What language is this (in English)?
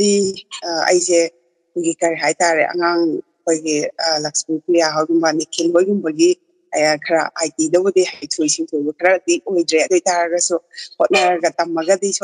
Manipuri